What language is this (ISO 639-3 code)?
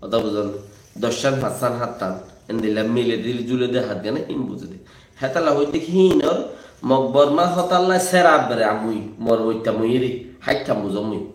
rhg